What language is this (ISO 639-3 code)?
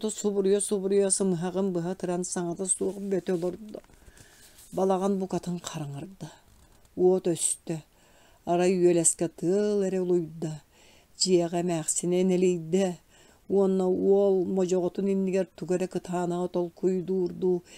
sah